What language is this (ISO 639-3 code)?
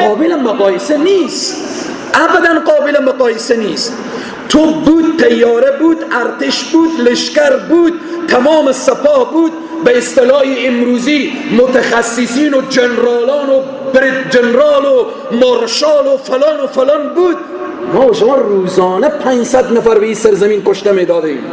fas